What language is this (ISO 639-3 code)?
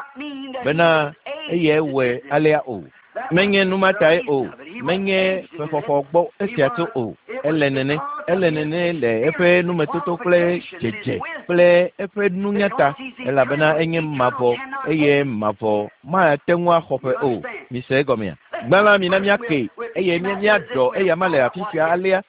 ewe